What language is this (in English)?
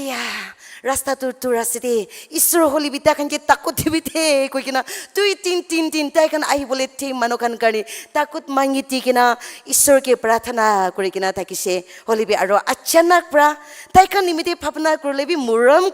Naga Pidgin